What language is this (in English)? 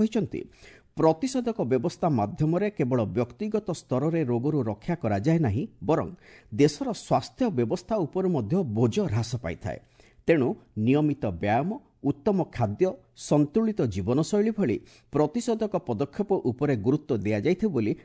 Odia